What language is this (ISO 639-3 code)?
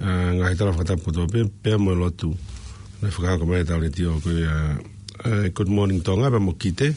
ton